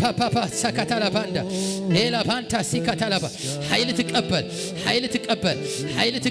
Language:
Tigrinya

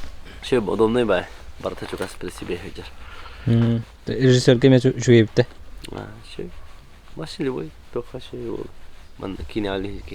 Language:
Yakut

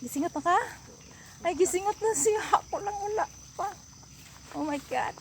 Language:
Cebuano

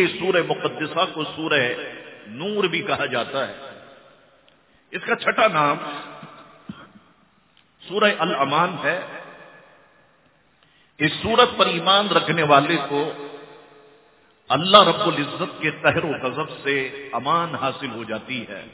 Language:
Urdu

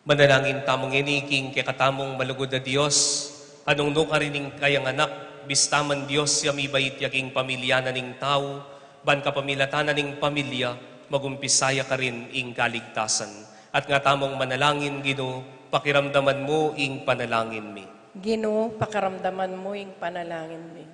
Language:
Pampanga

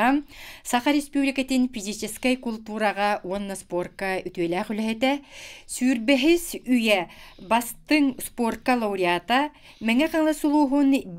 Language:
Yakut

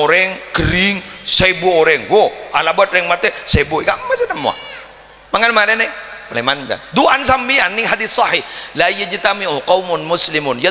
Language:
Madurese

